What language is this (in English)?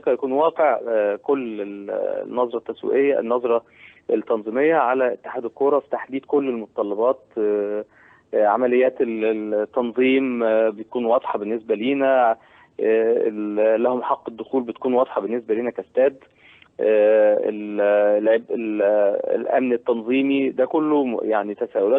Egyptian Arabic